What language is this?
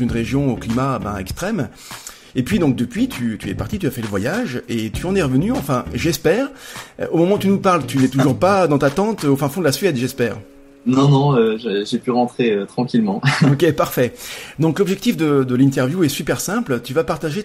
French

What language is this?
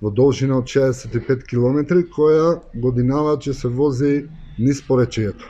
Macedonian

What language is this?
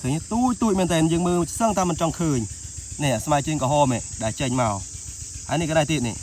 Khmer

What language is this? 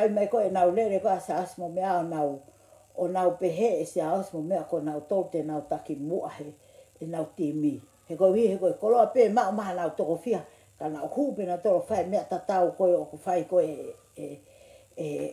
Tongan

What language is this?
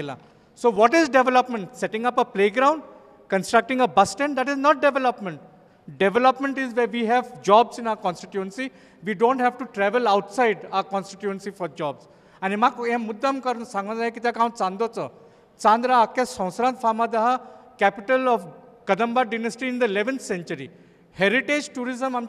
Konkani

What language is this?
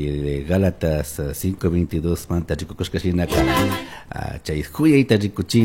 Chimborazo Highland Quichua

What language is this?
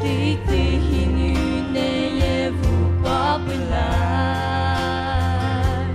Poumei Naga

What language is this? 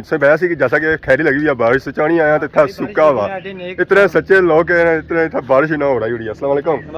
Pahari-Potwari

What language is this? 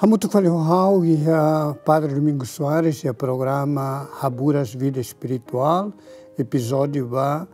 Tetum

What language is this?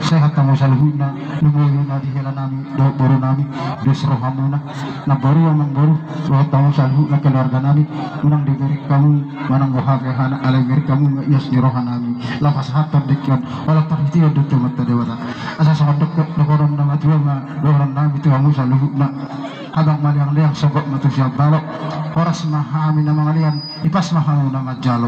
Batak Toba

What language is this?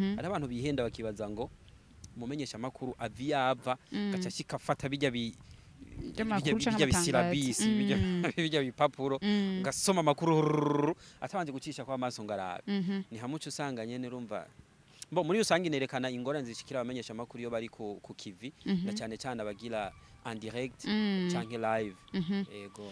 Rundi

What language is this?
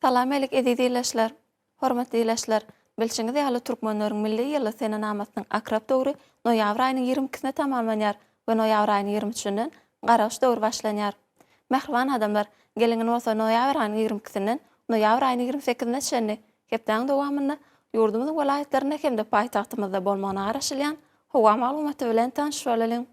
Turkmen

